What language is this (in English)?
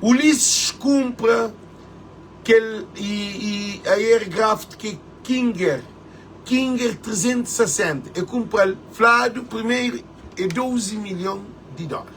Kabuverdianu